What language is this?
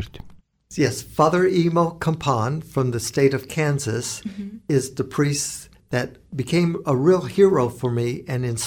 Lithuanian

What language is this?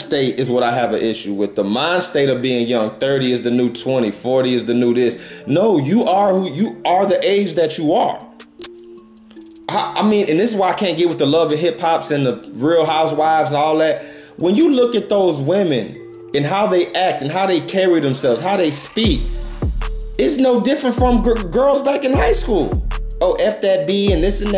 English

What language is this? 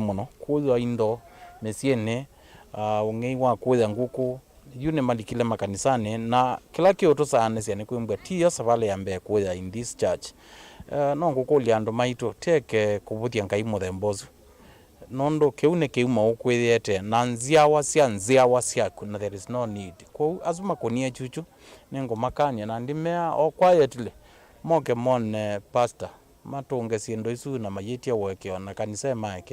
Kamba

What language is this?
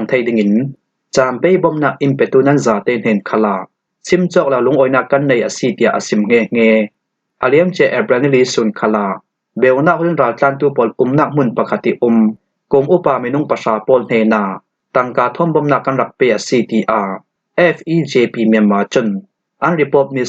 Falam Chin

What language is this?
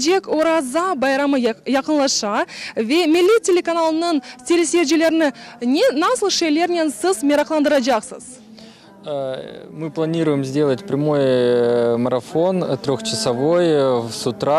Crimean Tatar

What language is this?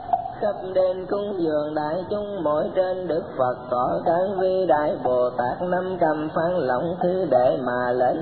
Vietnamese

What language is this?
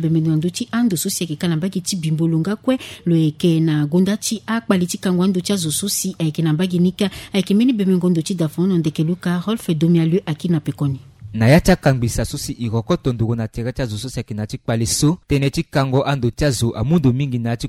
Sango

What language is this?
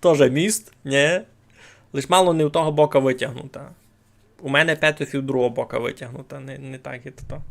Rusyn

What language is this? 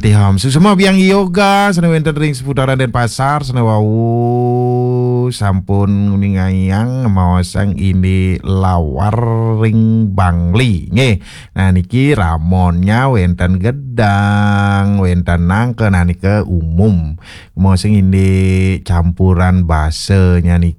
Balinese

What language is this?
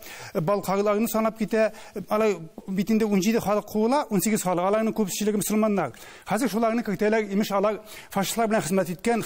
Tatar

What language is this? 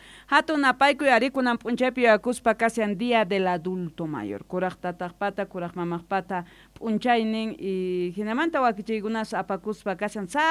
South Bolivian Quechua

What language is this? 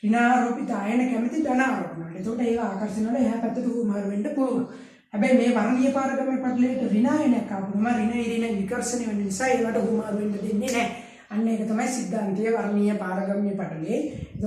Sinhala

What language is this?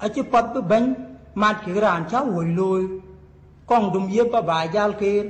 Dinka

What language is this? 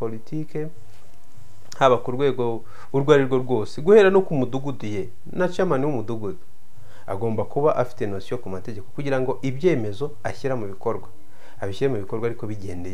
Kinyarwanda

